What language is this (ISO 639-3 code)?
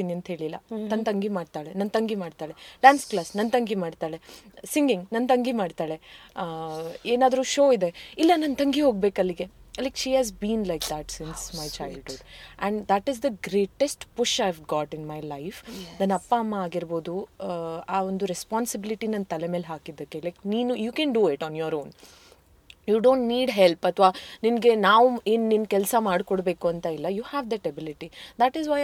kan